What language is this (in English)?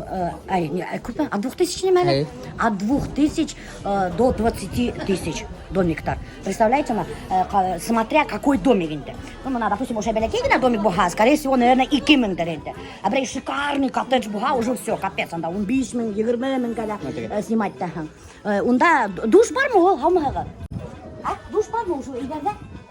Bashkir